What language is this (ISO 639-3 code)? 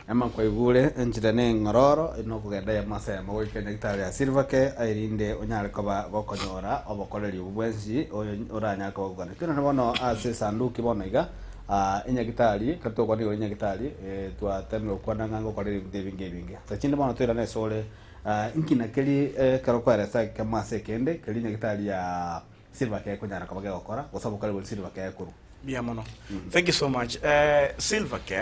guz